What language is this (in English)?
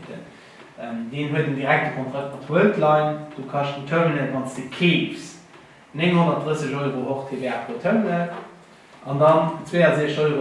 Luxembourgish